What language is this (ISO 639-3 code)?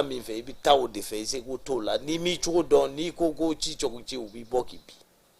bam